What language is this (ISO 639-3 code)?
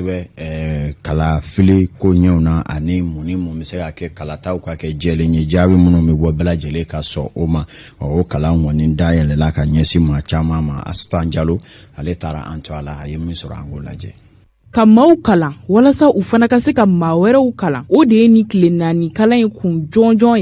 bam